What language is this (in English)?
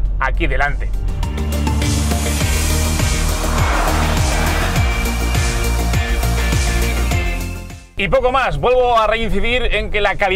Spanish